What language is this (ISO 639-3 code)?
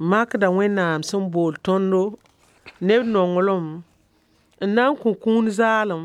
mos